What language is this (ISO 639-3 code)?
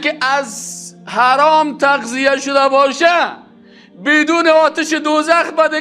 fas